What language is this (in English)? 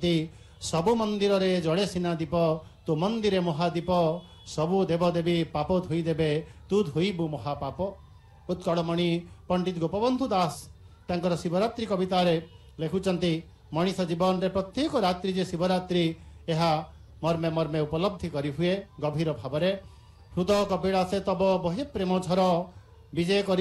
Odia